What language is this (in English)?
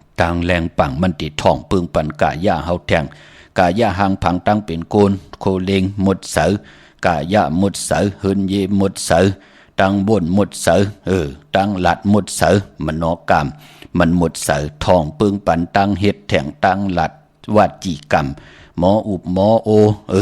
Shan